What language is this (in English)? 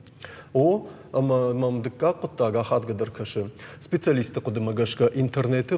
Ossetic